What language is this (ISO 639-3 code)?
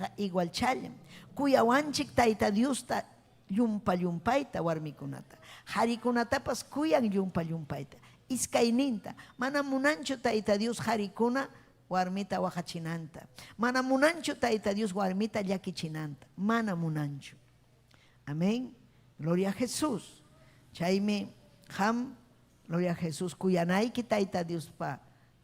quy